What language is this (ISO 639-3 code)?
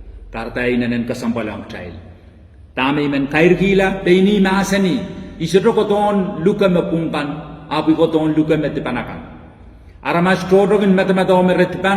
pon